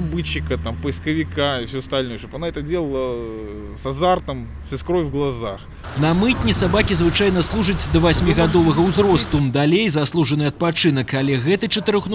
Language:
Belarusian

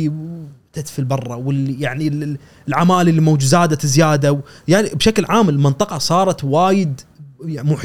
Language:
Gulf Arabic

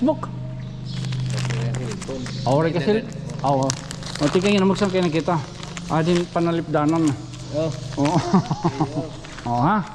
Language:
Waray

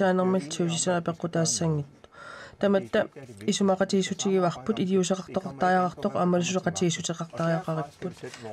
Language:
Kalaallisut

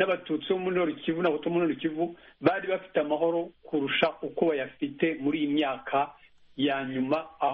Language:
Kinyarwanda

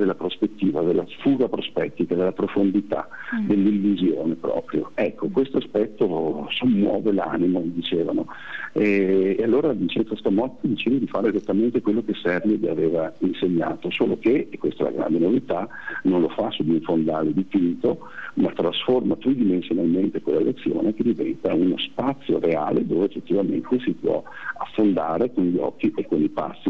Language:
Italian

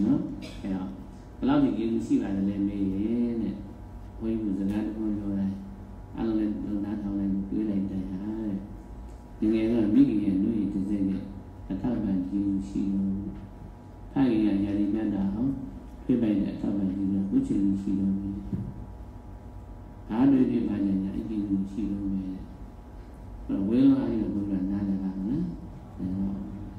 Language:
Burmese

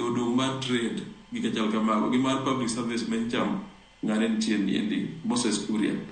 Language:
Luo (Kenya and Tanzania)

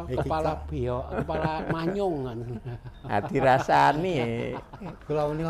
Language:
Javanese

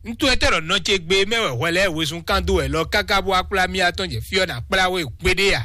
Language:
Fon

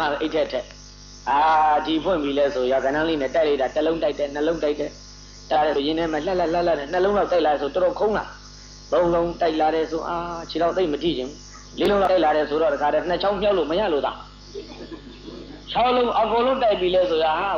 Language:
Burmese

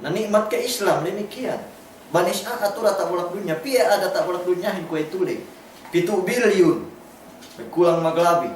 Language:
Yakan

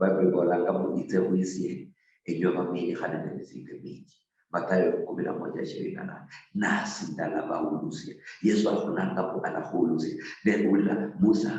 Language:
Luyia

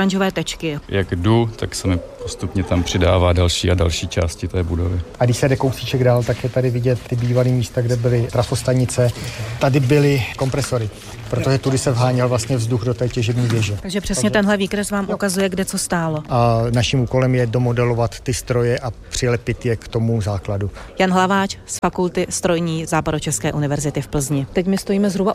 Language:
Czech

